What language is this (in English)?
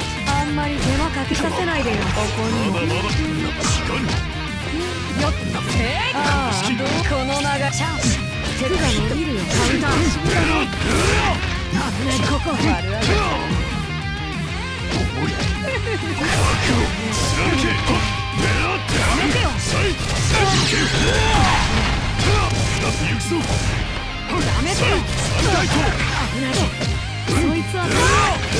Japanese